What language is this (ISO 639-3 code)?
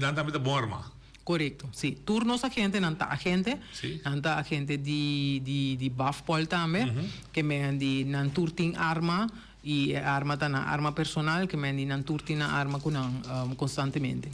pap